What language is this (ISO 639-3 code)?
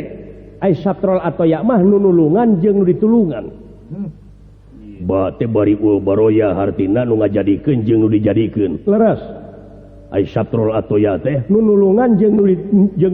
sun